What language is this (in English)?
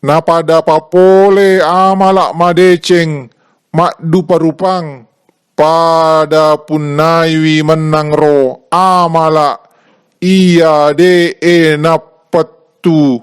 Buginese